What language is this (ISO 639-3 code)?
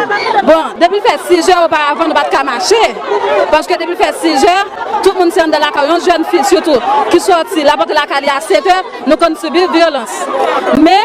hat